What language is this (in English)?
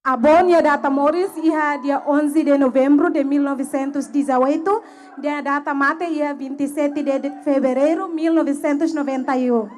Tetum